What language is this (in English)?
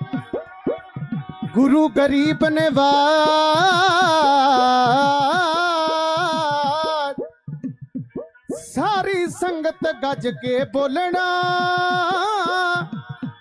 Punjabi